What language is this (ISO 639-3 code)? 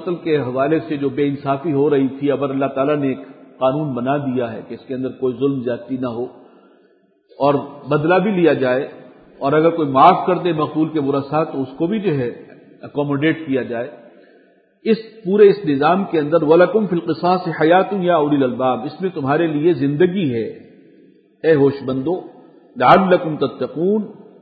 urd